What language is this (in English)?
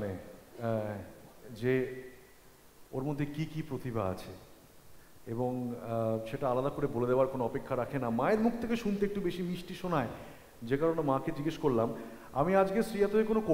Bangla